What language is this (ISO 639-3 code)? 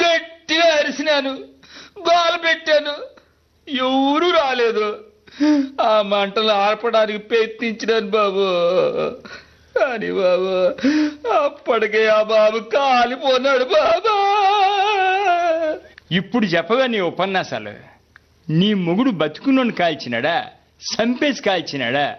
tel